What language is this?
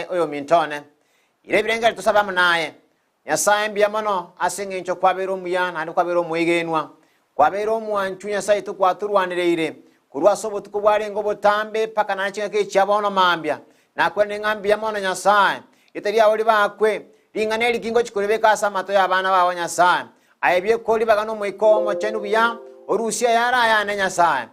Gusii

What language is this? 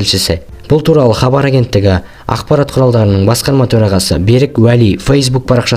Kazakh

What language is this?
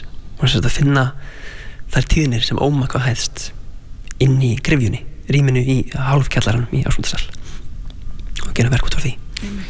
Icelandic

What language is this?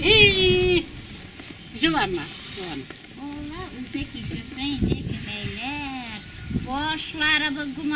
Tatar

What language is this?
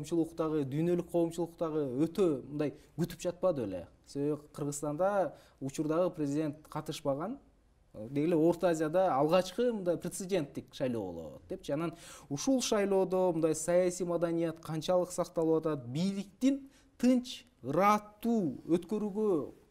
Kyrgyz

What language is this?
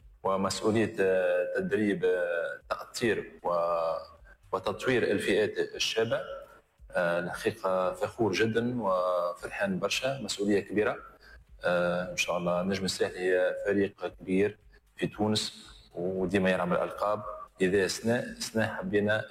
Tunisian Arabic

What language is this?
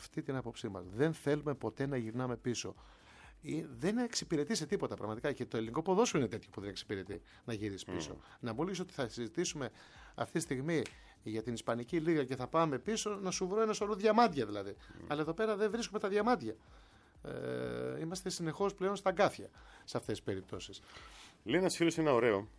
Greek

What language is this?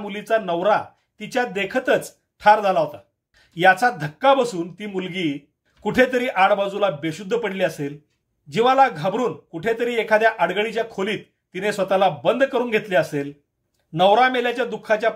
Marathi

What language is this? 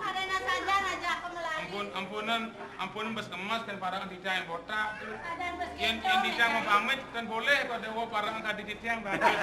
Balinese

